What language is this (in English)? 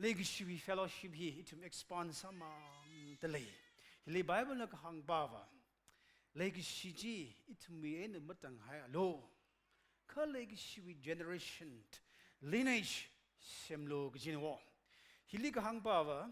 Tangkhul Naga (India)